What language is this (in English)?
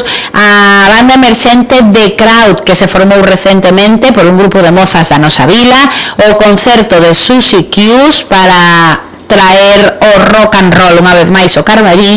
Galician